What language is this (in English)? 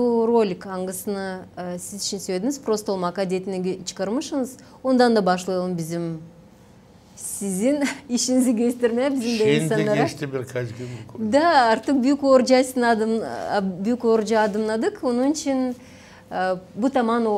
Gagauz